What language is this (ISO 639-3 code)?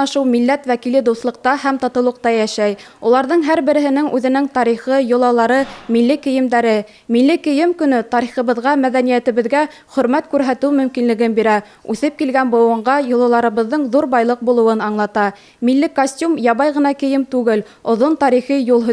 bak